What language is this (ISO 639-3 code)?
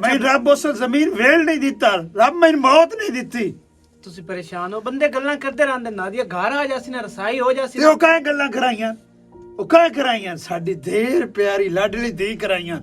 lah